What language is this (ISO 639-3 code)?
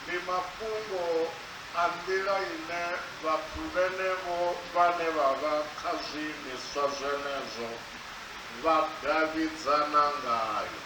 ven